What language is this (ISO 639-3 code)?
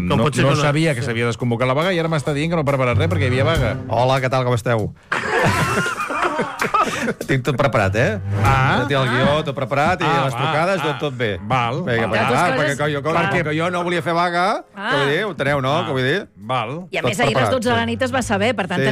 cat